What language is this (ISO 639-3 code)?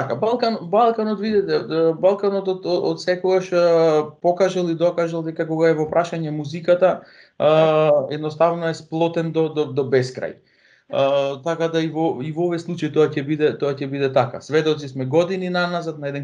mkd